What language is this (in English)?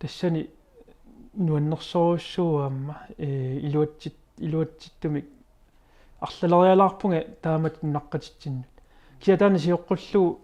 Kalaallisut